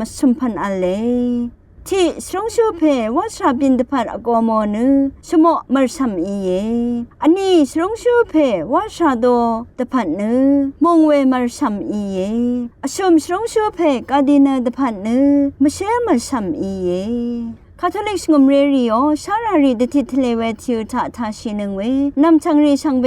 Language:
Rawang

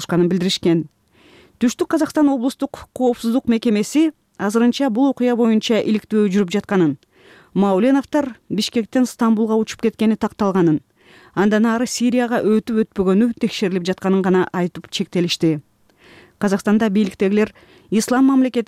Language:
Kyrgyz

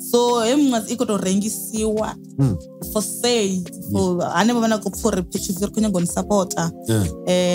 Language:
Venda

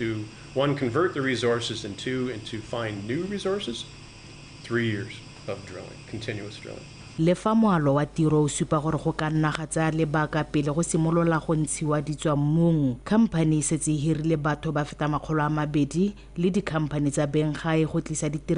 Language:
Tswana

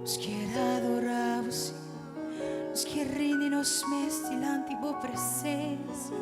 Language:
Papiamento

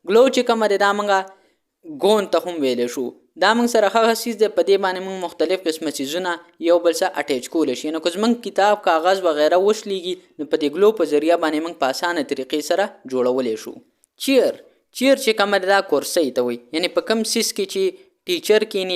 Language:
Pashto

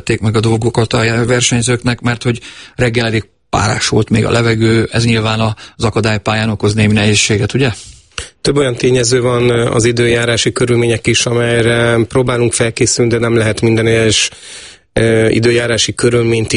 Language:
Hungarian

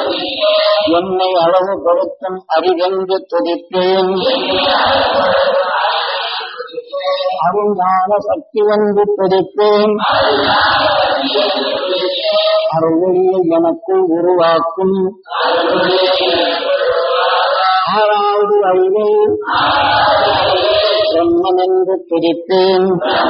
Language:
Tamil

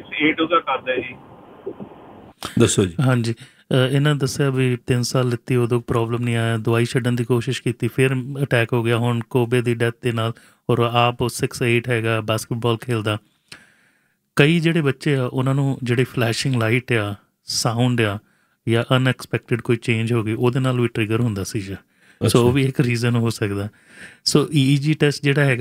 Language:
Punjabi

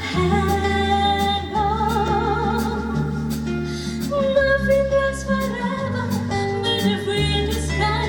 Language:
Chuvash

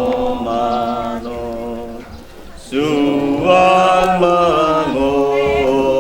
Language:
Batak Toba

